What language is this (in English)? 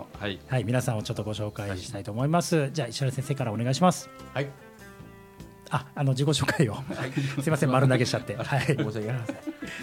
Japanese